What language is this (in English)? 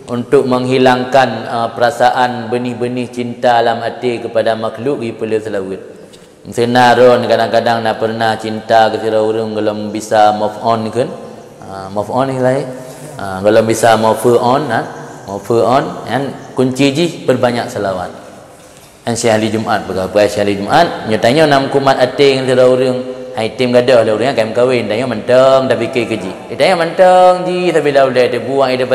Achinese